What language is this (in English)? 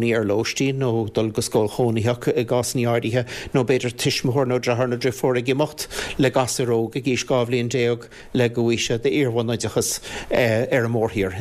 Irish